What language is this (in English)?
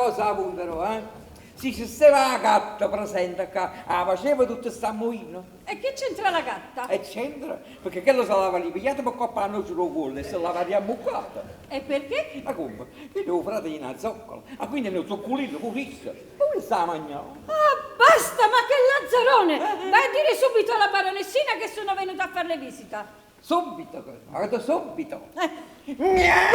Neapolitan